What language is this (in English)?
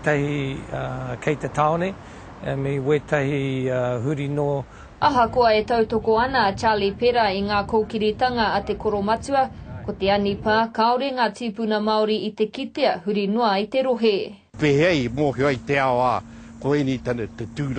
Māori